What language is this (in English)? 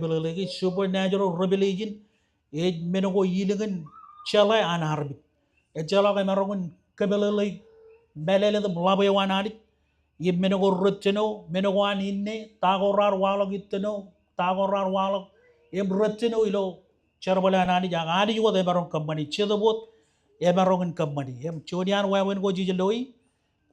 Marshallese